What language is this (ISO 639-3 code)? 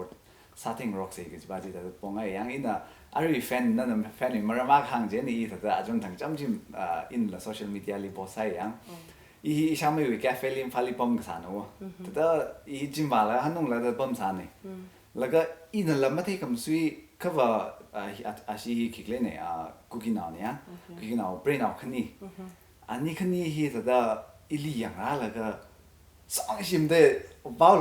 nmf